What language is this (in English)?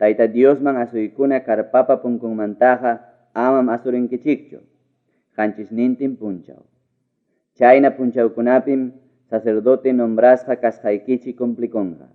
Ayacucho Quechua